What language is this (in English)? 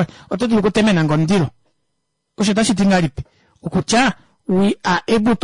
Kuanyama